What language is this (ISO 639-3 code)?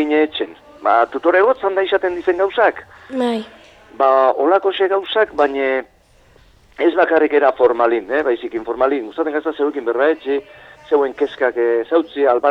eus